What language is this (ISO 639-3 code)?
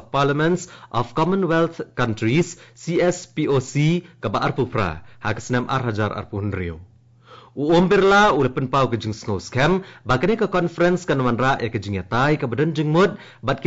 kha